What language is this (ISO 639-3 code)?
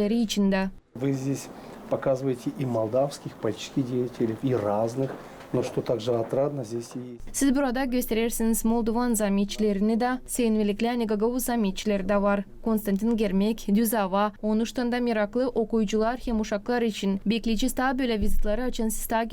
gag